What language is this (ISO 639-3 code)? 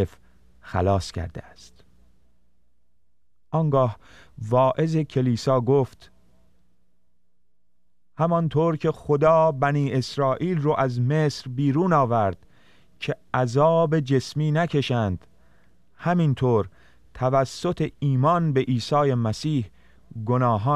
fas